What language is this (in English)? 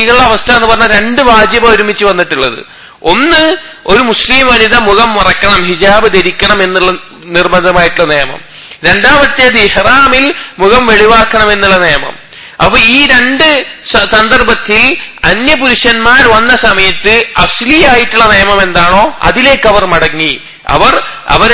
Malayalam